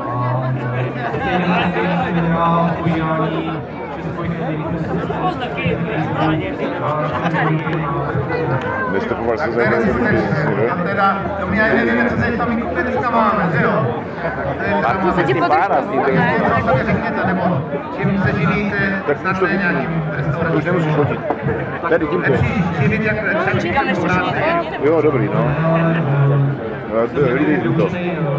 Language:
Czech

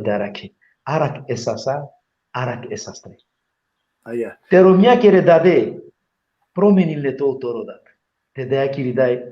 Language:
Balkan Romani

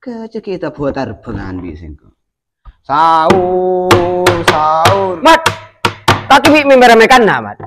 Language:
Madurese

